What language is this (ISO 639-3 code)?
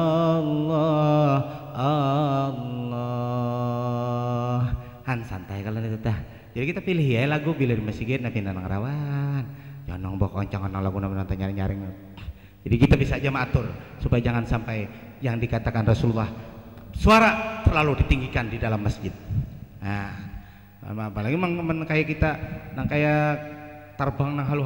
bjn